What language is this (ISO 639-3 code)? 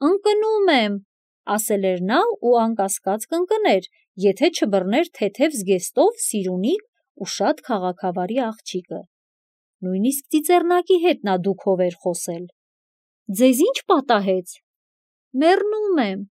hye